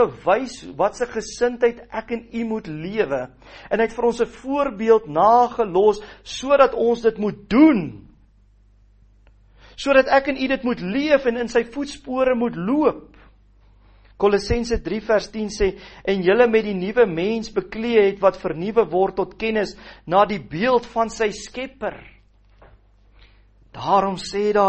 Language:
Afrikaans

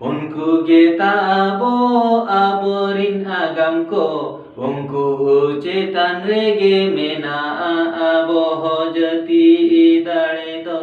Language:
Santali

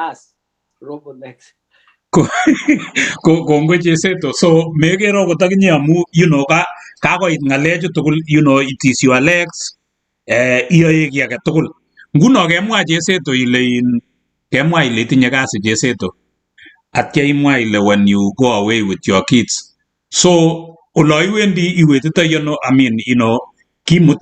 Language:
Kalenjin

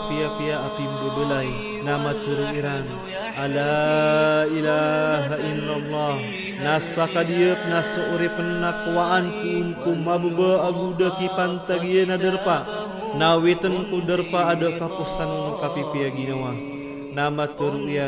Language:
Maranao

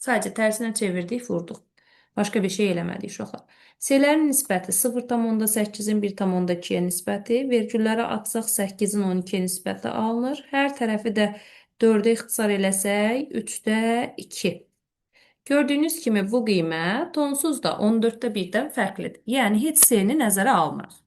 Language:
Azerbaijani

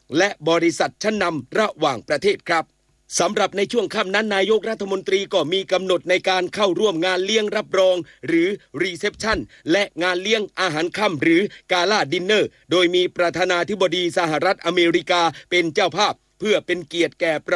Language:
Thai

